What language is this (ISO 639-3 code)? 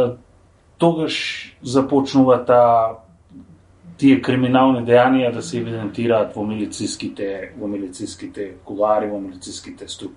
mkd